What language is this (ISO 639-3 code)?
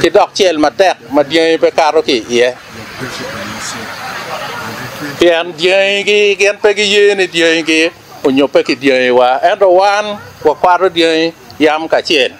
ach